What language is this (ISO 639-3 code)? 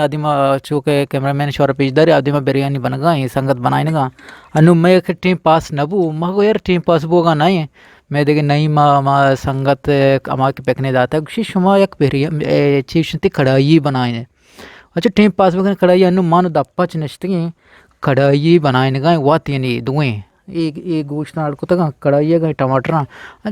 bgp